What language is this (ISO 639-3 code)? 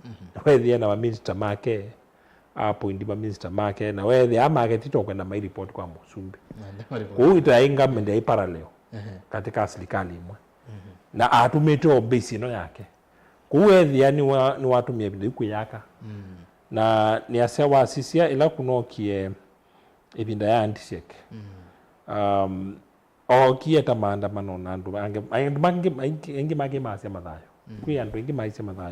kam